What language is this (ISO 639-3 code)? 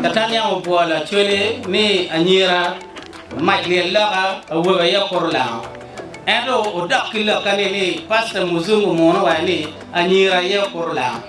ach